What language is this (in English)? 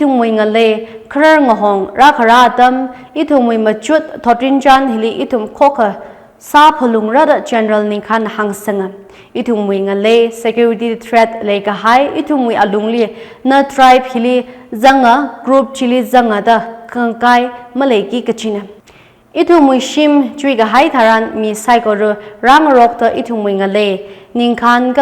Tangkhul Naga (India)